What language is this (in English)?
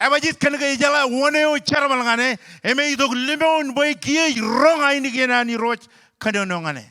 Marshallese